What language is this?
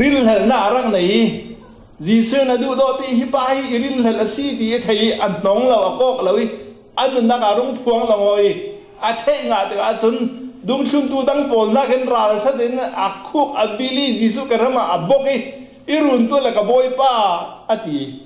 Falam Chin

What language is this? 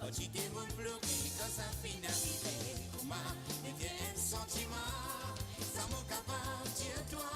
Morisyen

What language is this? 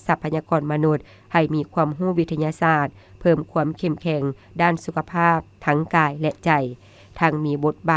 Lao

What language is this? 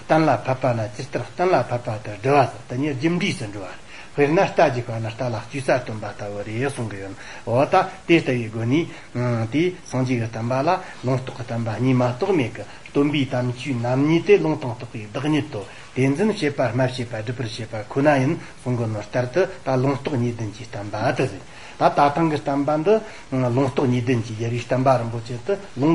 Tibetan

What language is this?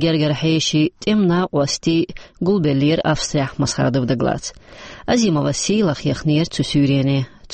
Chechen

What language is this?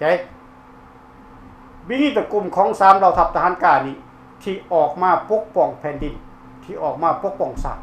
Lao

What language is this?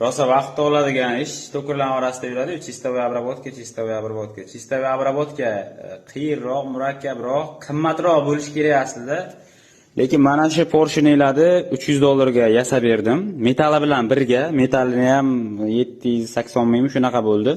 Uzbek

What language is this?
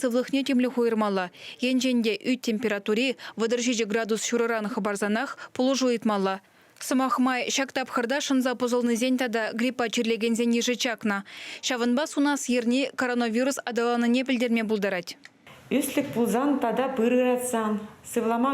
Chuvash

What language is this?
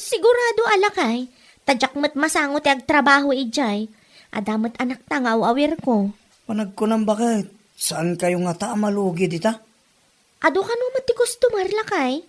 Iloko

